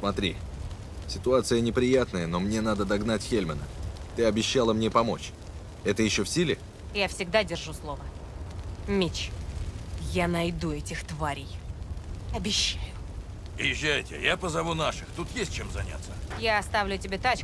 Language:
Russian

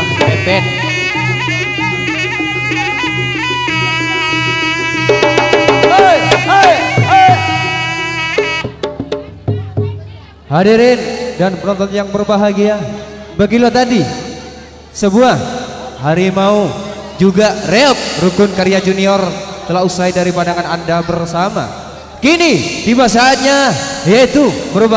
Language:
Indonesian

